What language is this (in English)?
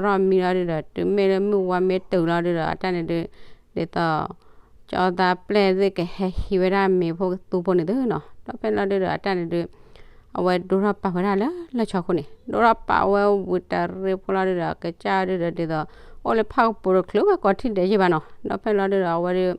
S'gaw Karen